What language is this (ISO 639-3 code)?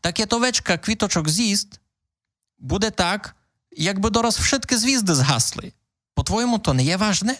rue